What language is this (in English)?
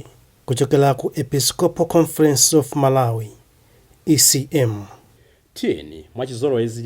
Nyanja